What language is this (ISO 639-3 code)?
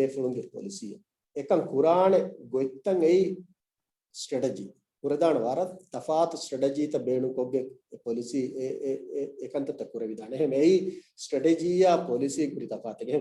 div